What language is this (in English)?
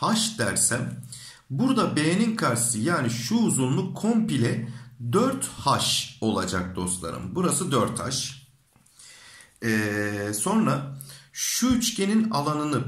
Turkish